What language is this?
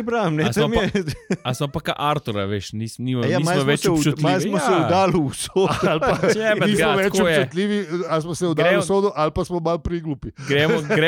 Slovenian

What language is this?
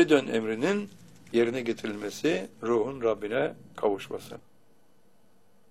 Turkish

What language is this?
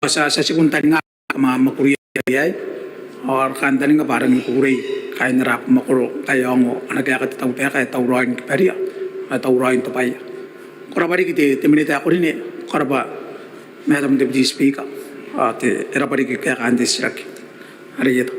Gilbertese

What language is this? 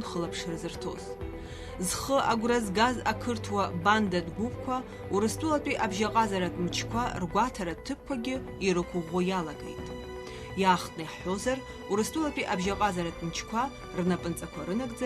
Abkhazian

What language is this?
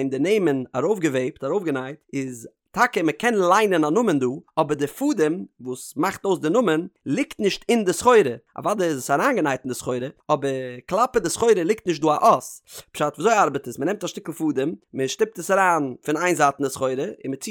Yiddish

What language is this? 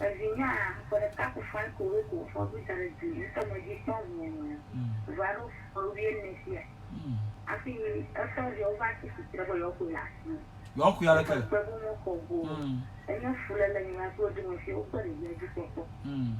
Ewe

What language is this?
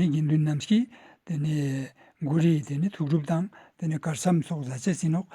Ladakhi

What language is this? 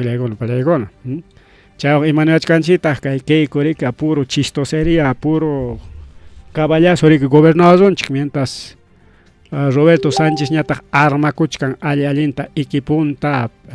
Ayacucho Quechua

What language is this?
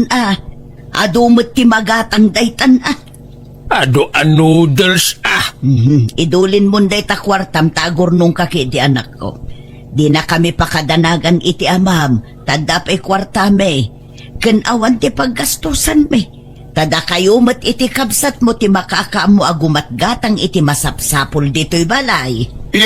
Iloko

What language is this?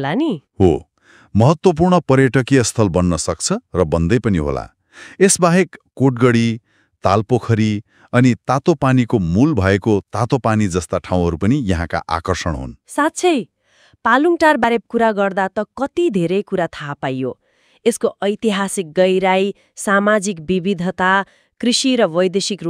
Nepali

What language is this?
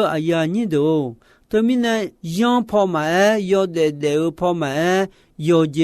Akha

